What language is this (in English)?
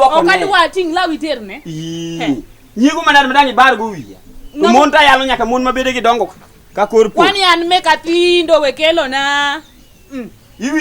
Luo (Kenya and Tanzania)